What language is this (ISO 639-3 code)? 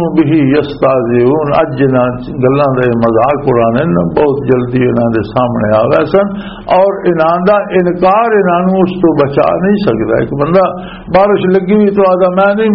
lah